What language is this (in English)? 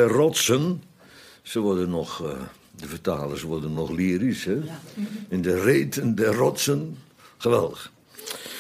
Dutch